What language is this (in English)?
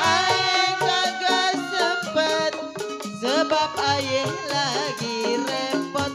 Betawi